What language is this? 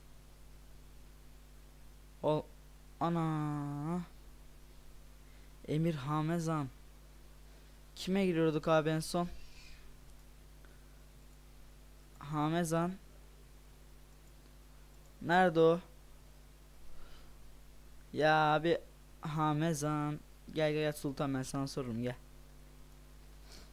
Turkish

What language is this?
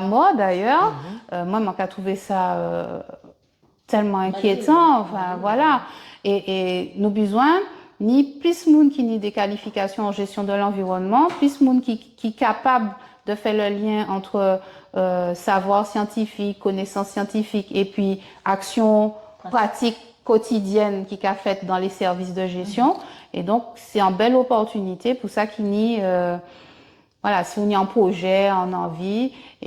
Guadeloupean Creole French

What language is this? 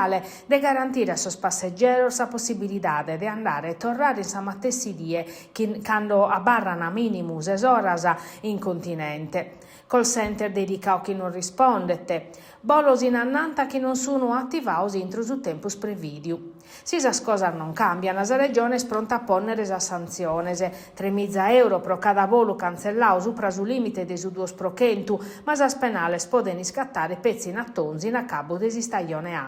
Sardinian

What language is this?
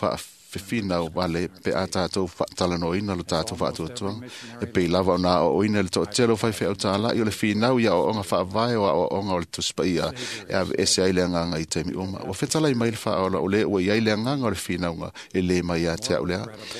Samoan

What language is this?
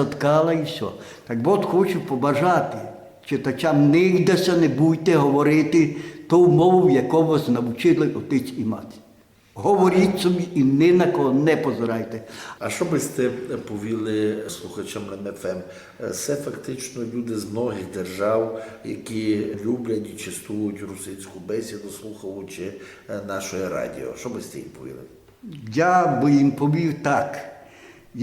Rusyn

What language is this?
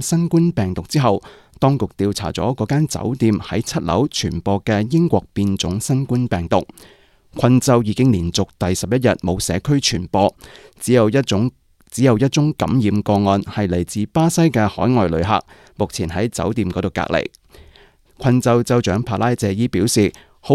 Cantonese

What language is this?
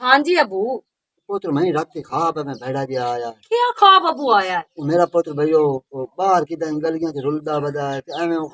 Western Panjabi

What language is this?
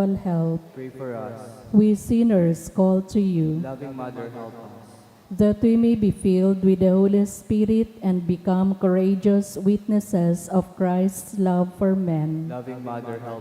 Bikol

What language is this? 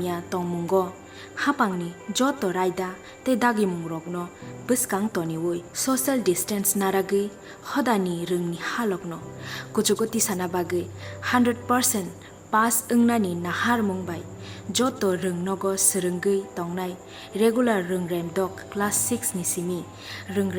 Kok Borok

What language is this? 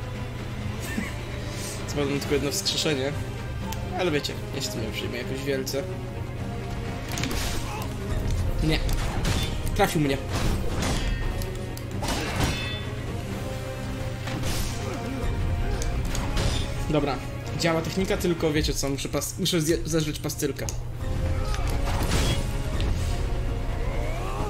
Polish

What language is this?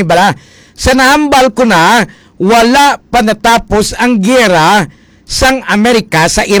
Hiligaynon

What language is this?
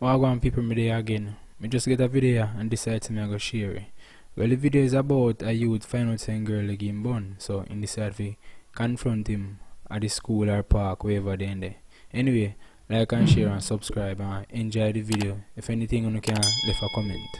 Jamaican Creole English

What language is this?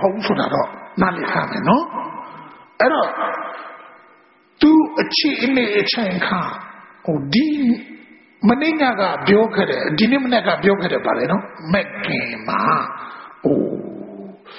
Burmese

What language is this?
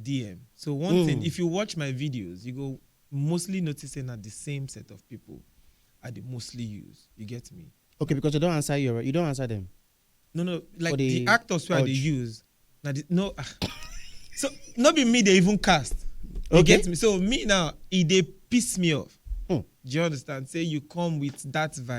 Nigerian Pidgin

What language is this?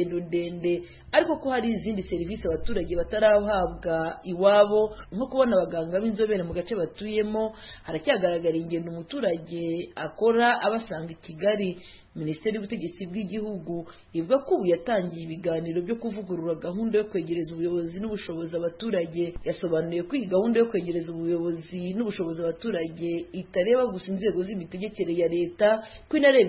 Kinyarwanda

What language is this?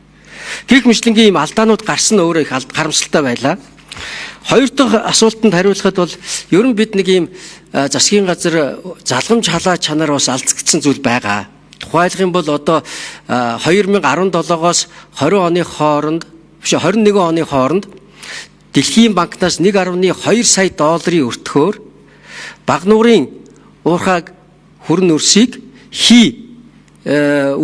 Mongolian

